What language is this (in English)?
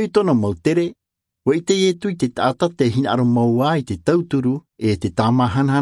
Tahitian